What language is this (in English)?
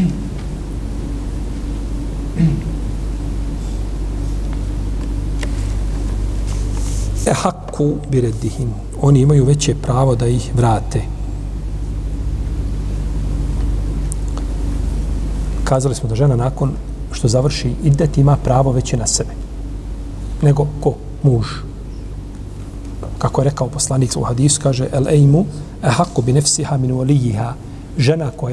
Bosnian